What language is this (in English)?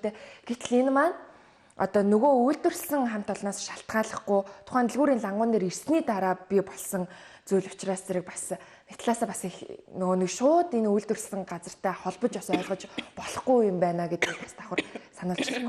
Mongolian